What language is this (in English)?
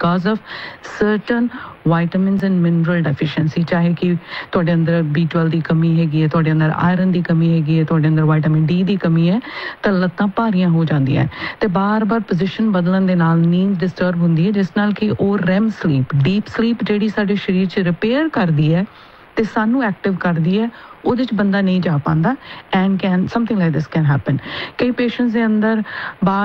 Punjabi